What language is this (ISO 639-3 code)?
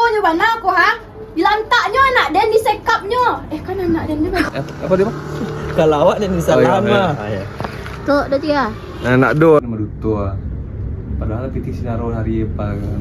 min